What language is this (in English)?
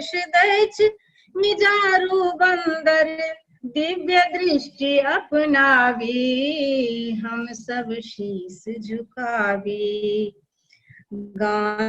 Maithili